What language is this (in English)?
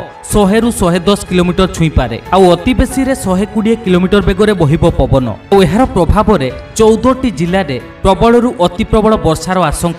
Odia